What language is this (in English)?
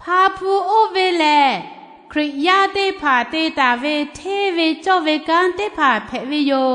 Lahu